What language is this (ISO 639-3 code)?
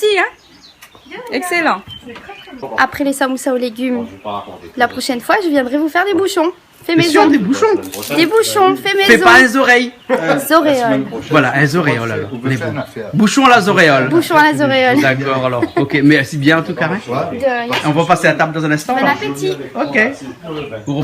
rcf